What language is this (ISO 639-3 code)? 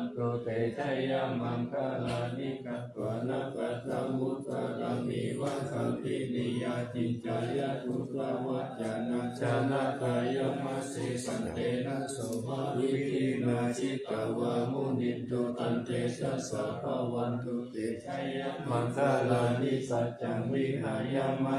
pli